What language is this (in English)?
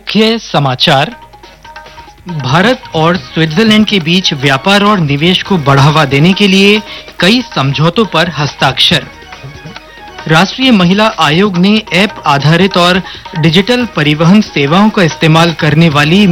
Hindi